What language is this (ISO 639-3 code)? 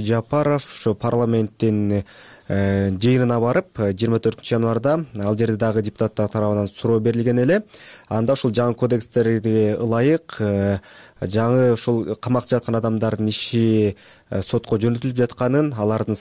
kir